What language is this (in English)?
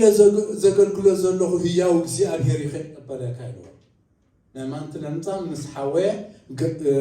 Tigrinya